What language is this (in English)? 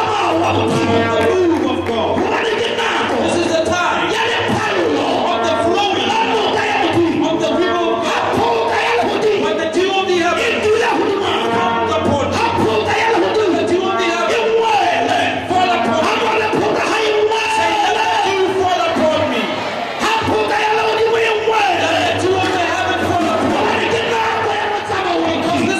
Southern Sotho